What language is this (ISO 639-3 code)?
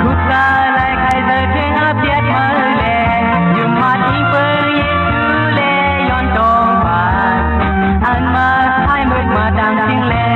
shn